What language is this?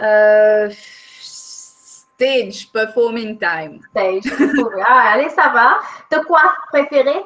Morisyen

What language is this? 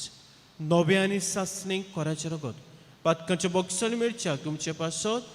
Konkani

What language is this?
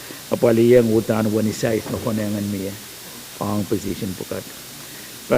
Pohnpeian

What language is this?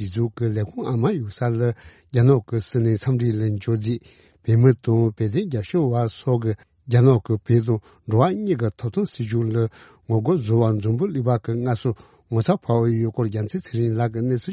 Tibetan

